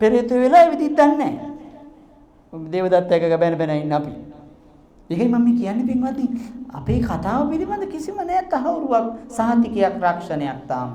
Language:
Sinhala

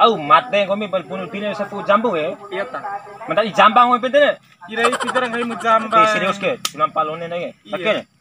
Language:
Bima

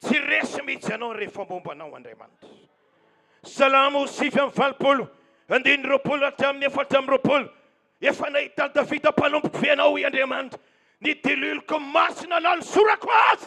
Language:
Malagasy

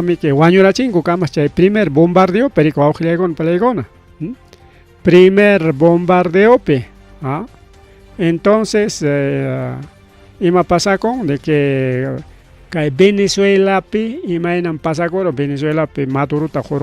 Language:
Ayacucho Quechua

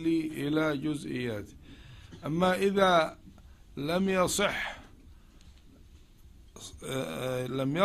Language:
Arabic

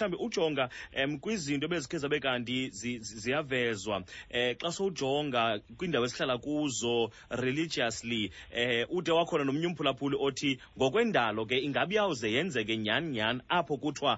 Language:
Xhosa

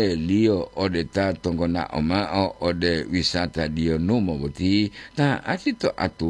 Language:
Gorontalo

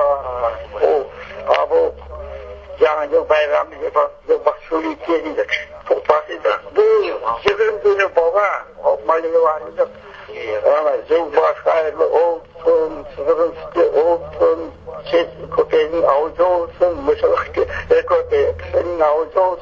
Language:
Crimean Tatar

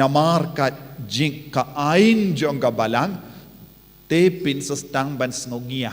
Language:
Khasi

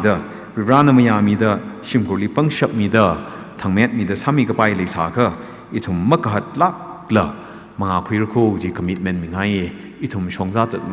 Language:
Tangkhul Naga (India)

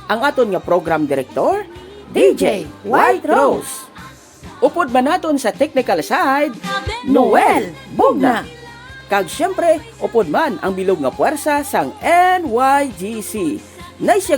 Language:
Hiligaynon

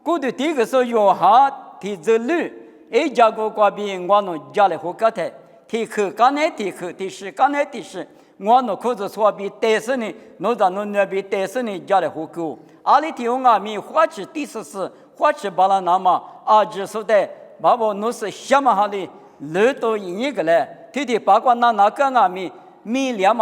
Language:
Lisu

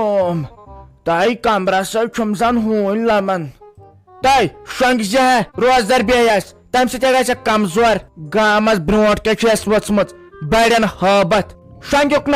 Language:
Kashmiri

